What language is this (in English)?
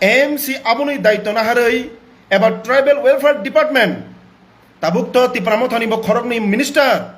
Kok Borok